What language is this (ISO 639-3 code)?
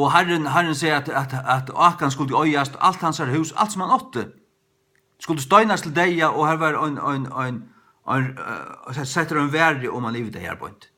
fao